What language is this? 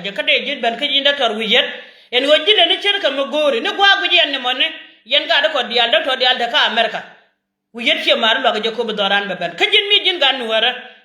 Nuer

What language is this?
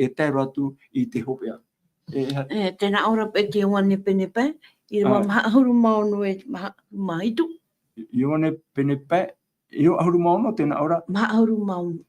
Tahitian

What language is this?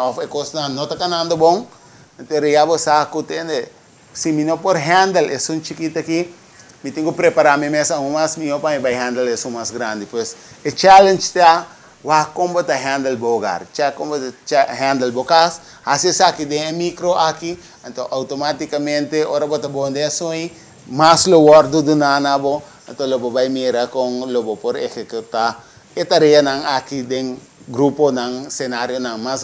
Papiamento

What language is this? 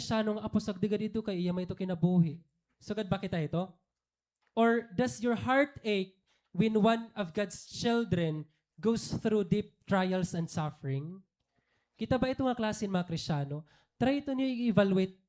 Waray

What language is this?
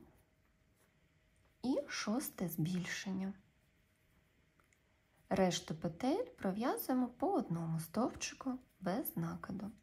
Ukrainian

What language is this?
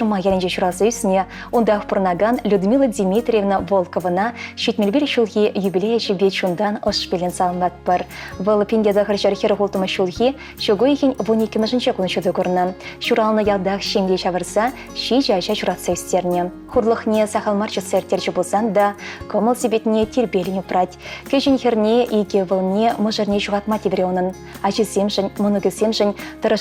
Chuvash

